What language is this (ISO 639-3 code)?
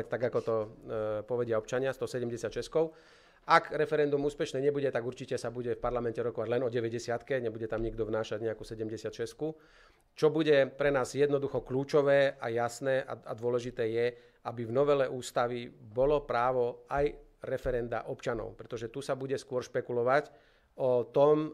slk